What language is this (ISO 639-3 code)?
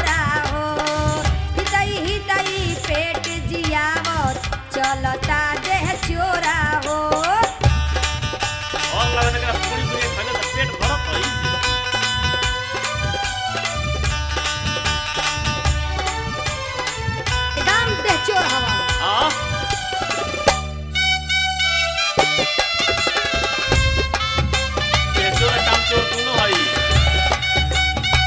bho